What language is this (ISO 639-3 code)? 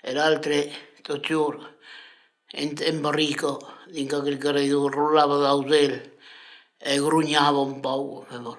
oci